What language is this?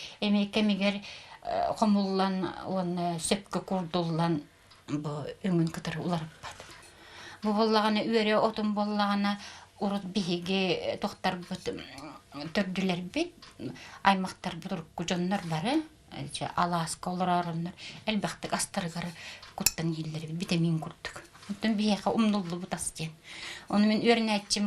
Yakut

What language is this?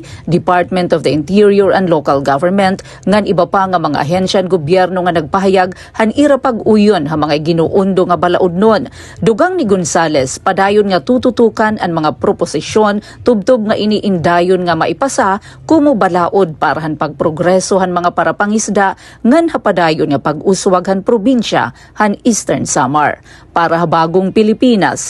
Waray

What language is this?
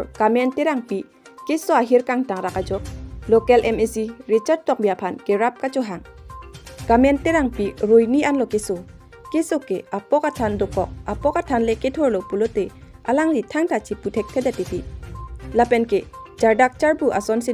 Karbi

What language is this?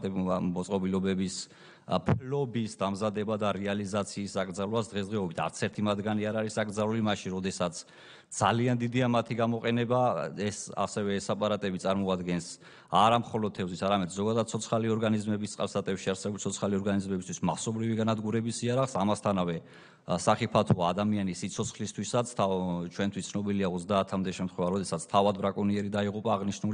Georgian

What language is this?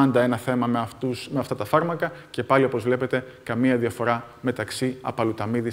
Greek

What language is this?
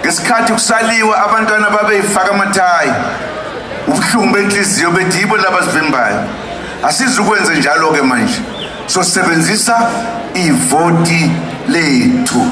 Zulu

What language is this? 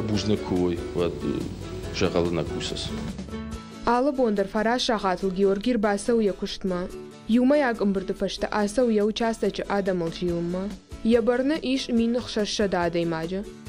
Ossetic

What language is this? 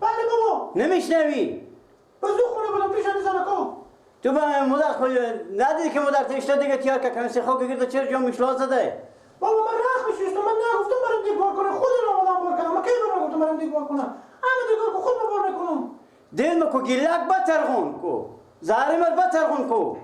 Persian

